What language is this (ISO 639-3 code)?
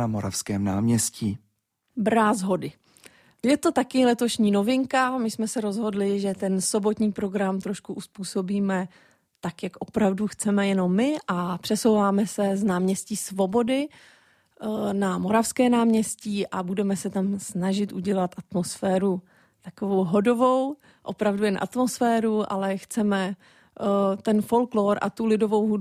ces